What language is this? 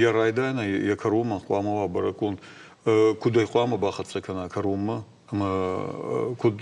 Ossetic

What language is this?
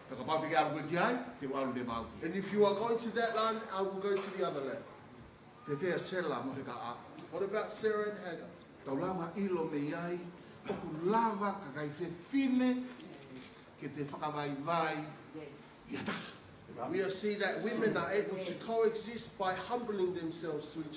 Tongan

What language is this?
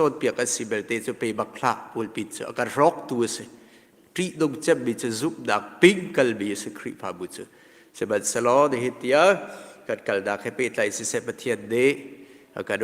Hakha Chin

